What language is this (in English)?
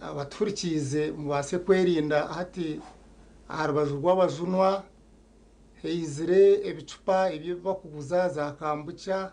Nyankole